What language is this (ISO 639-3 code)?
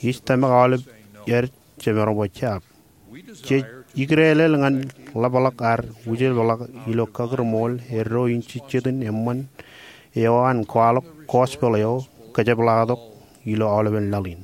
mah